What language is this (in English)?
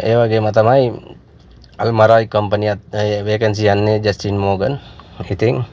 Sinhala